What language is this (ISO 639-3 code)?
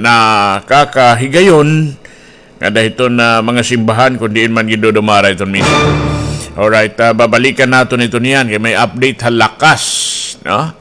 war